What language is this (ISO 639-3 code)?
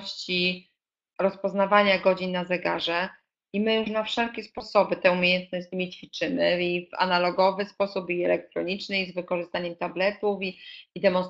pol